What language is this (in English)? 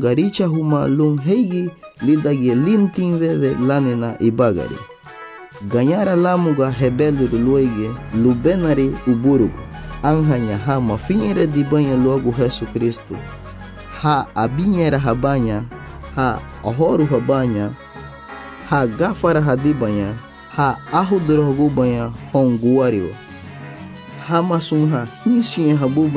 Garifuna